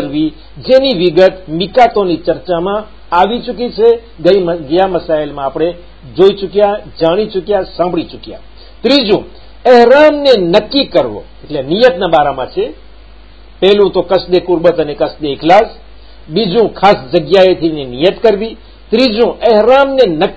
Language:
Gujarati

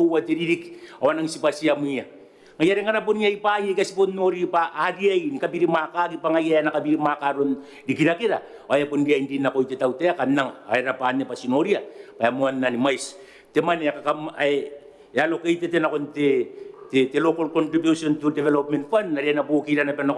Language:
Gilbertese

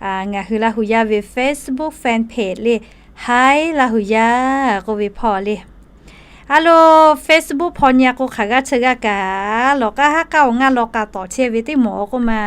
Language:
Lahu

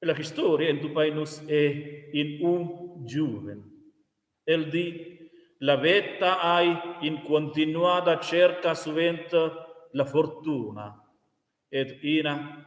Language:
Romansh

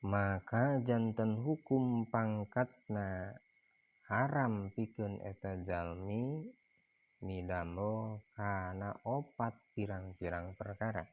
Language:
Sundanese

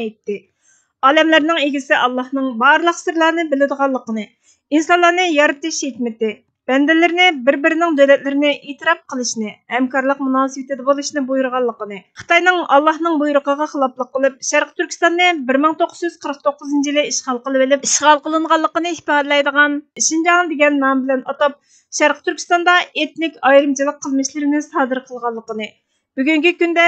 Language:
Uyghur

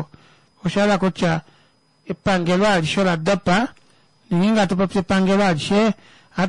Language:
Kuanyama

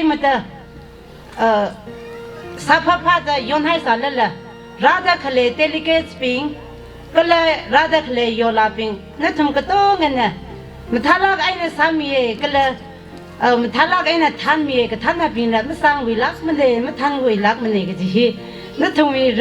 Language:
Tangkhul Naga (India)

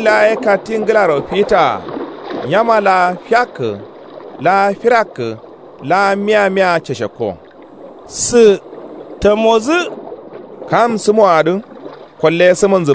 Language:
Kanuri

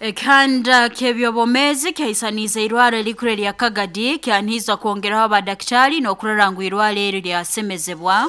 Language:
Nyoro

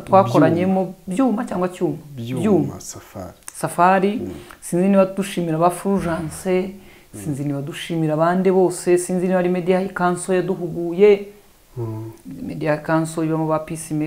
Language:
Kinyarwanda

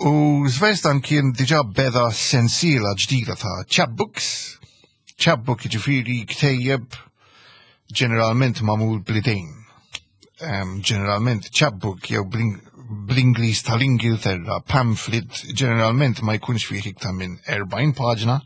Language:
Maltese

